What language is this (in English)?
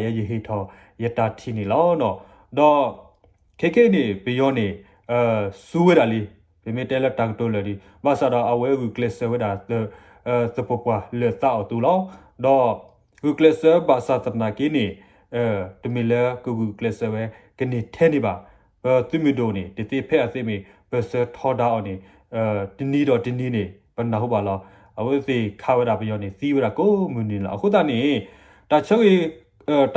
S'gaw Karen